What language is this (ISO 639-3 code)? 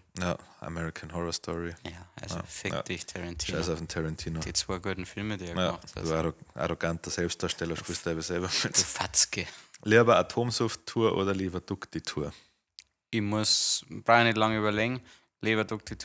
bar